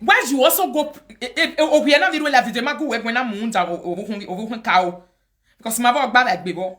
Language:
Nigerian Pidgin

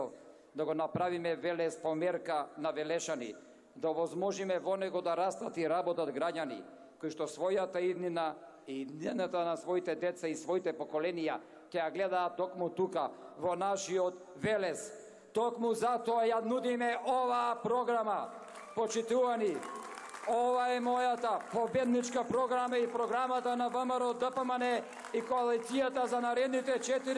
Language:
Macedonian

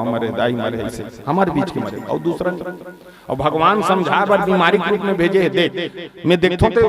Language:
Chhattisgarhi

